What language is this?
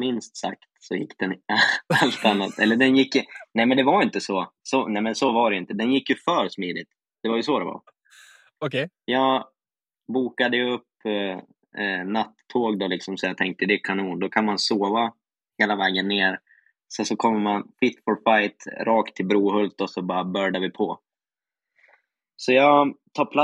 Swedish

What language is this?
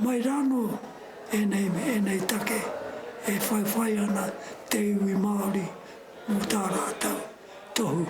Māori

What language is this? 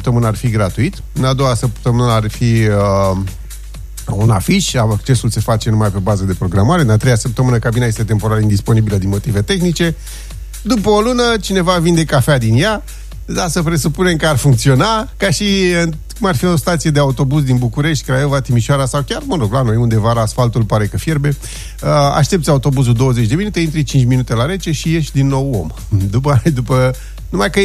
Romanian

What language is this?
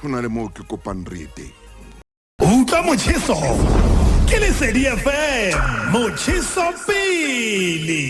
Southern Sotho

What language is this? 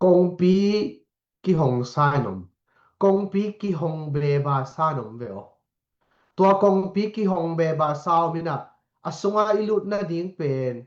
Tedim Chin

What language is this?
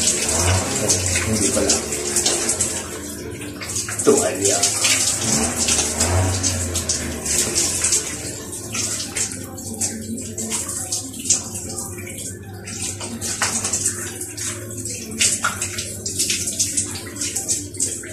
Filipino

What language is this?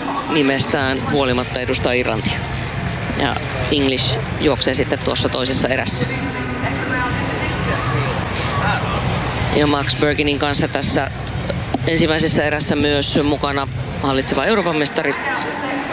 Finnish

